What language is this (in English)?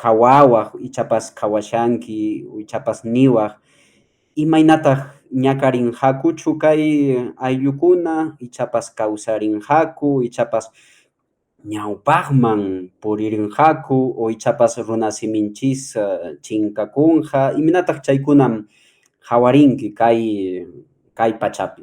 Quechua